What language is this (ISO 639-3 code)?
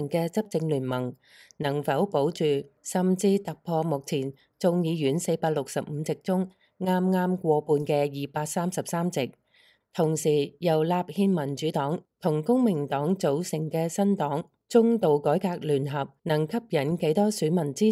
yue